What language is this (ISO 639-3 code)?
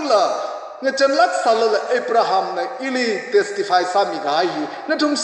nmf